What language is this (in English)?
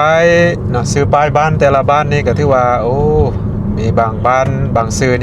Lao